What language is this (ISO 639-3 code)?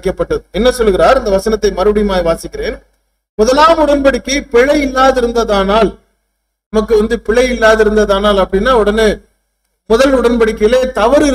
tam